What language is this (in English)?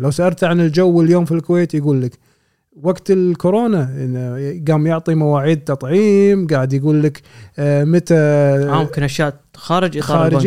Gulf Arabic